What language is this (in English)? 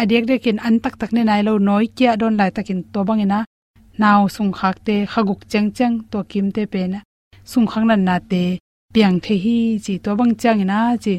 Tedim Chin